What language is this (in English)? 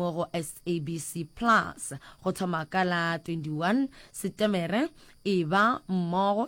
Northern Sotho